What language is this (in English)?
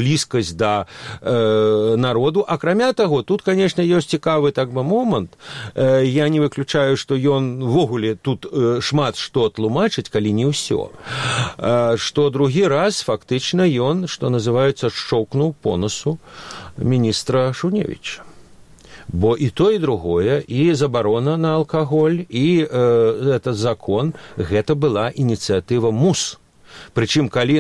Belarusian